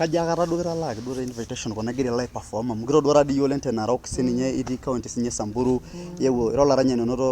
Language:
Masai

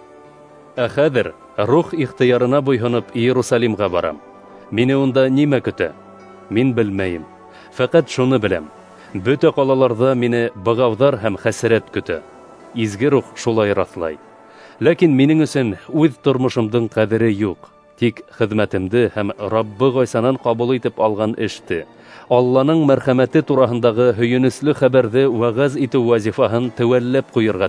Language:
Bashkir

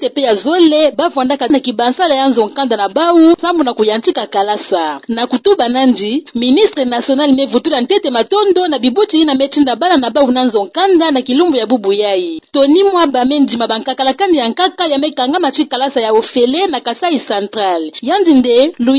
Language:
Kituba (Democratic Republic of Congo)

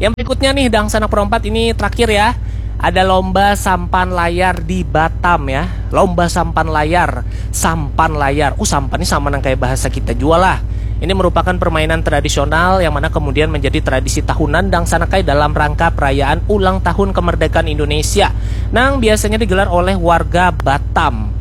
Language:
Banjar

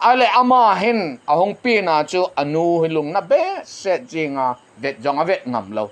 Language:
Thado Chin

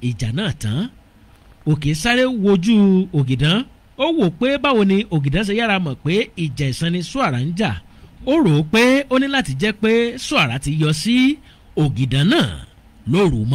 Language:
Yoruba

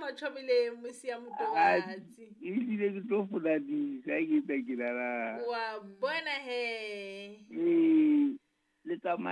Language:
Southern Sotho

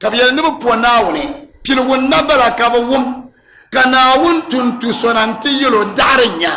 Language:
Dagbani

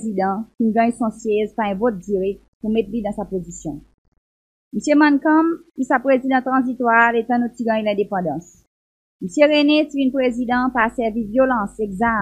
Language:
Seselwa Creole French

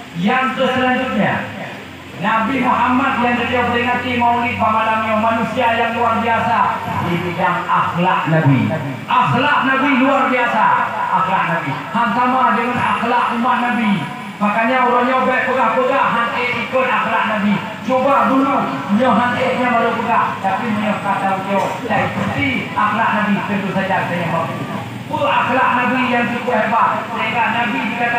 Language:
Achinese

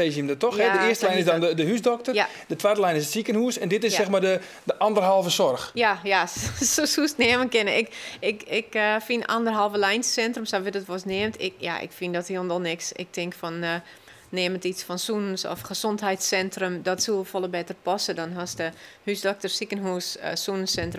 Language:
Western Frisian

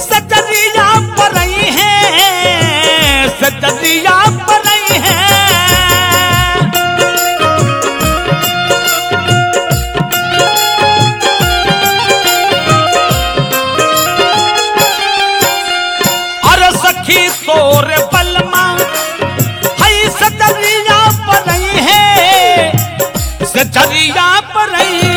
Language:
Bhojpuri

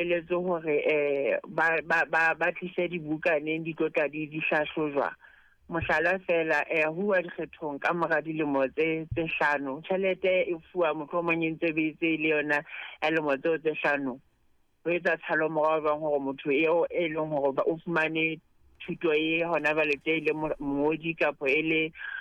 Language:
Southern Sotho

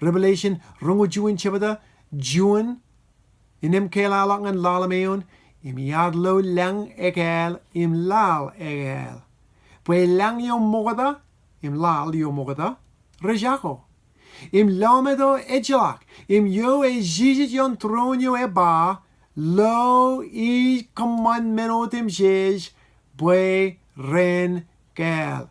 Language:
Marshallese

